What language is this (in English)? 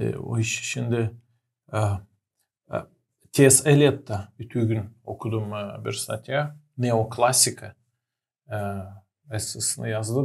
Gagauz